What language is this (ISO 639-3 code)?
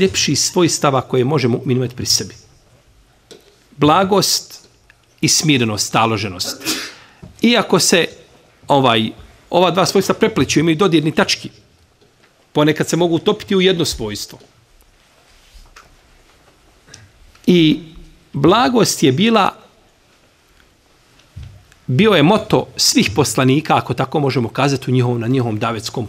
bos